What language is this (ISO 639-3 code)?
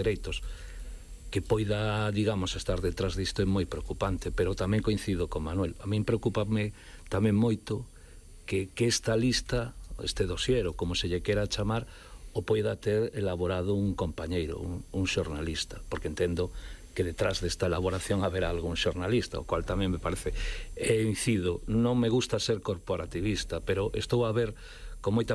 glg